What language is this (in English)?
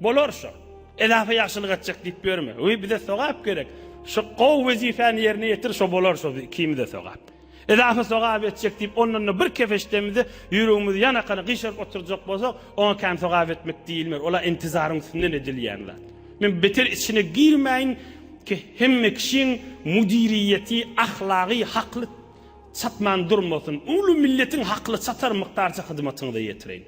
Turkmen